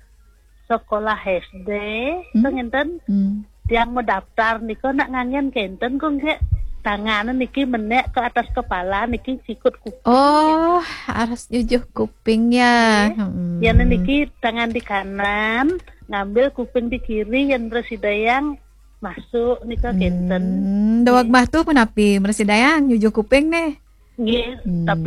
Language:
Balinese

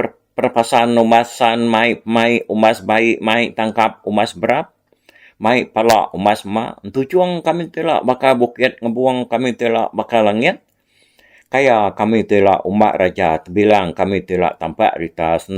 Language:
Iban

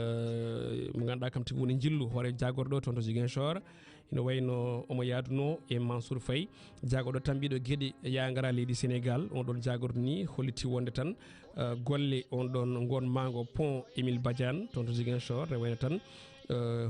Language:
Fula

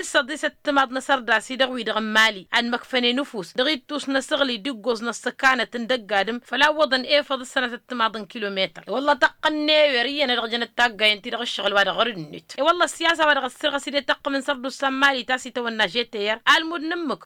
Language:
Tamasheq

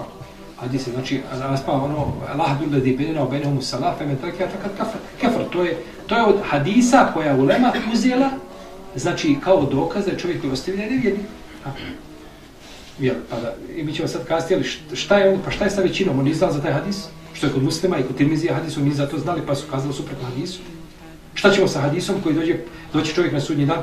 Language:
Bosnian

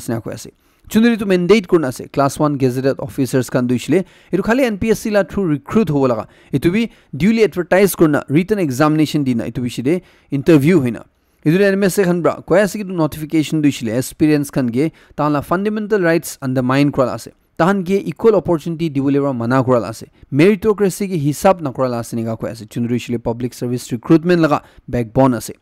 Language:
Naga Pidgin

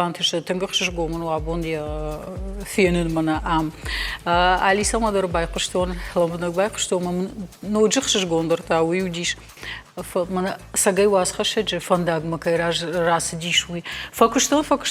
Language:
Ossetic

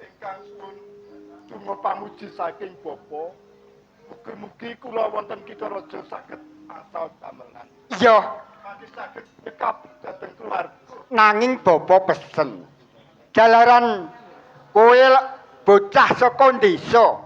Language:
Javanese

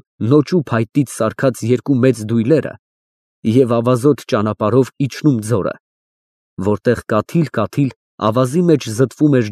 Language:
Armenian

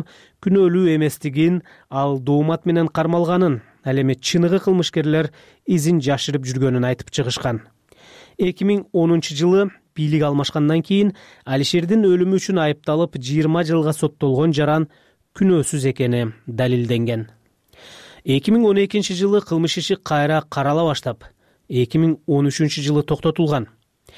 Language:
Kyrgyz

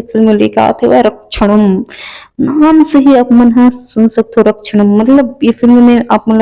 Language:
Chhattisgarhi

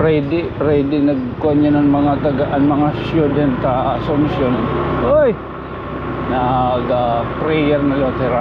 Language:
Waray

